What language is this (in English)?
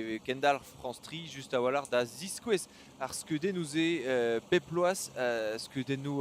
Breton